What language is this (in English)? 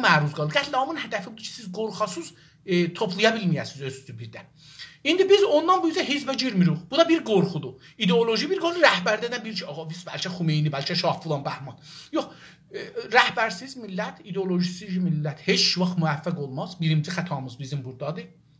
South Azerbaijani